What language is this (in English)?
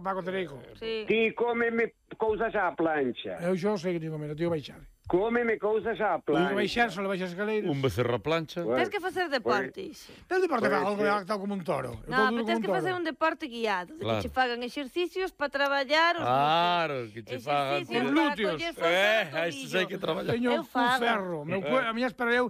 Galician